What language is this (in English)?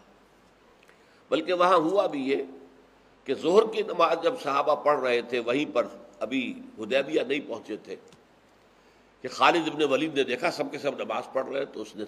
Urdu